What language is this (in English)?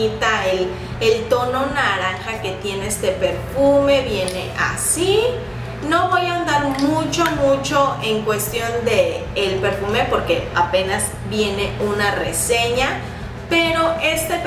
Spanish